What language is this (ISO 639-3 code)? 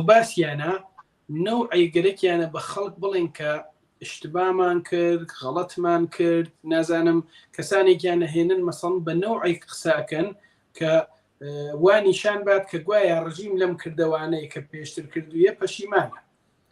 ckb